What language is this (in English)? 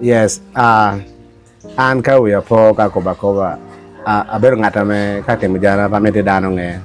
Acoli